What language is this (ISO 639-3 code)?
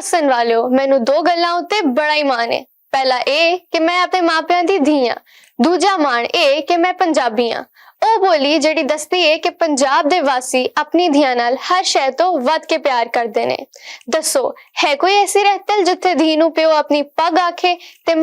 lah